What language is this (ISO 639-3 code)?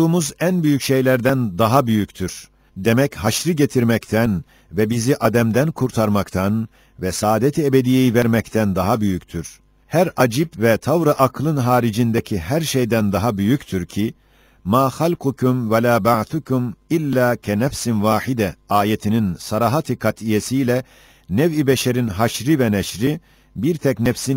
tur